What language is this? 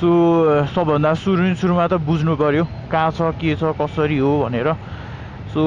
Nepali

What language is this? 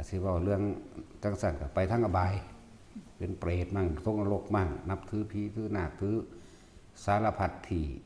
Northeastern Thai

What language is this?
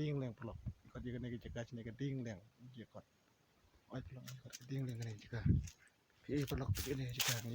Khasi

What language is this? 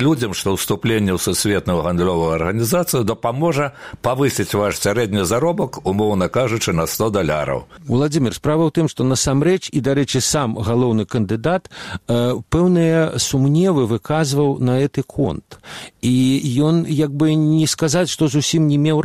Belarusian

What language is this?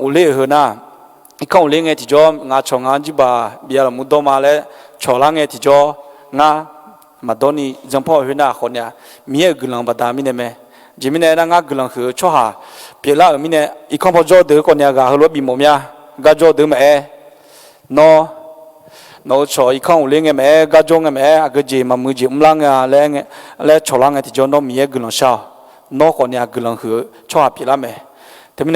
Akha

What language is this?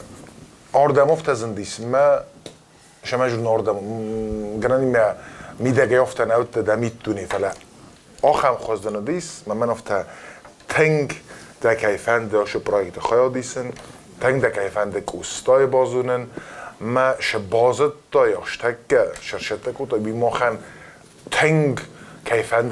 Ossetic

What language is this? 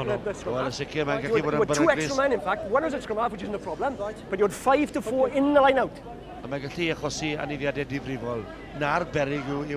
Welsh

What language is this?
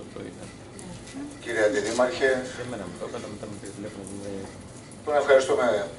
Greek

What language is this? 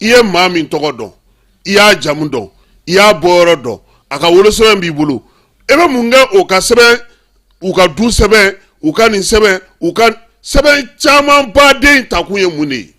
Bambara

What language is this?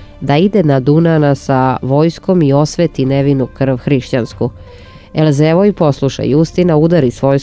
Serbian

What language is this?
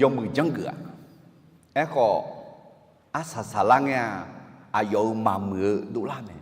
Akha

